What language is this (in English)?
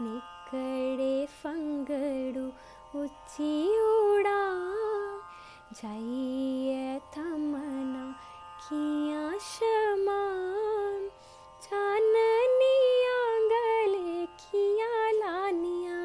Dogri